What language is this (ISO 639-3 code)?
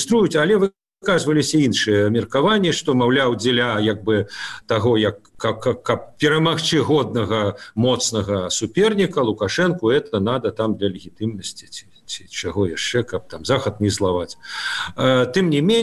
bel